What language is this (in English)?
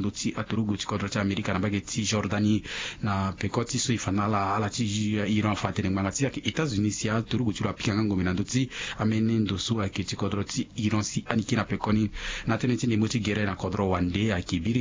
Sango